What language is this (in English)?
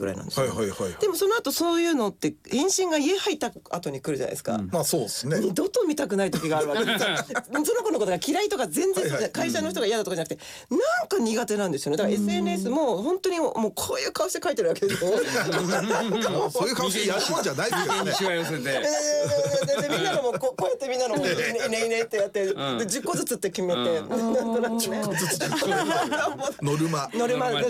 Japanese